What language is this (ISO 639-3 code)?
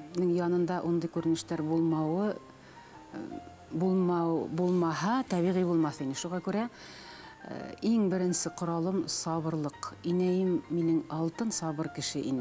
bak